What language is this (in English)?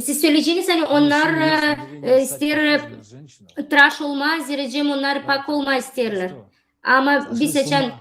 Gagauz